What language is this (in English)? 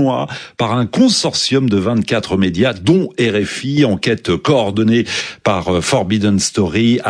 French